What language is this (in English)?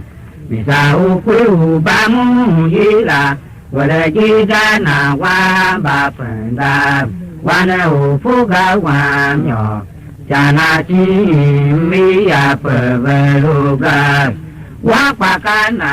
Tiv